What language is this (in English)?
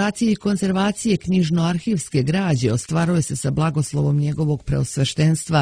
Serbian